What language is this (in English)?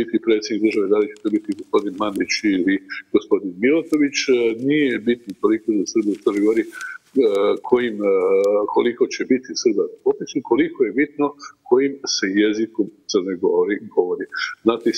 Serbian